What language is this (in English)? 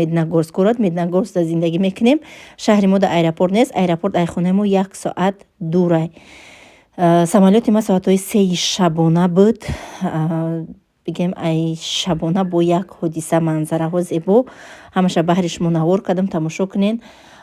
Tajik